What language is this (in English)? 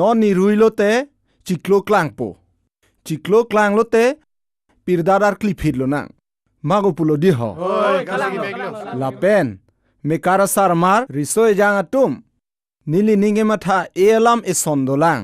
Karbi